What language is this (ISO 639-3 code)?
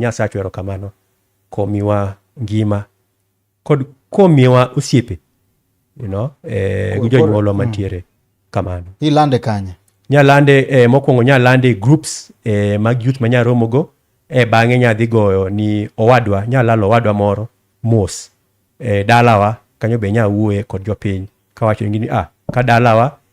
luo